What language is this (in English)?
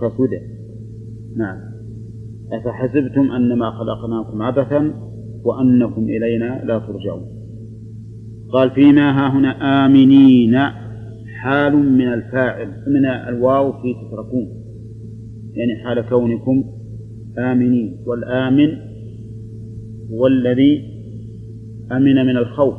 Arabic